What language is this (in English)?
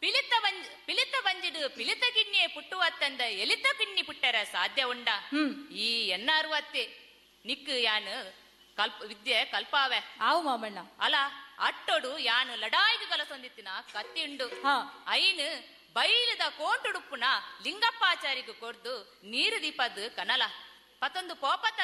Tulu